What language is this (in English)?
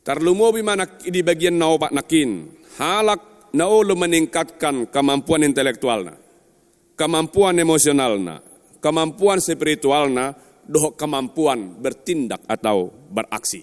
Batak Toba